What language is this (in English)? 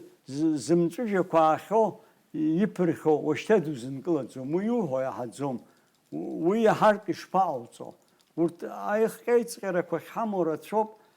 Abkhazian